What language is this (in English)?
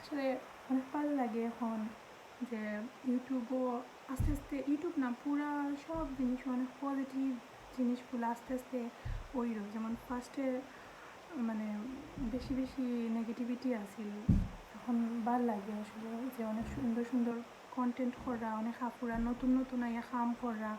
Sylheti